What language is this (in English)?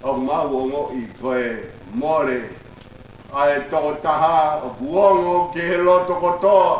Tongan